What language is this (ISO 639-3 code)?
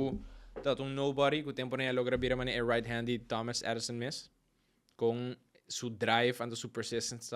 pap